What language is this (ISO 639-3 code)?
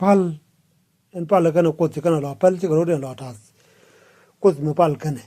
nus